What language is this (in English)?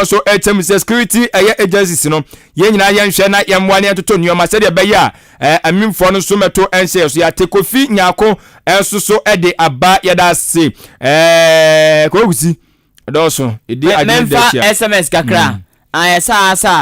Akan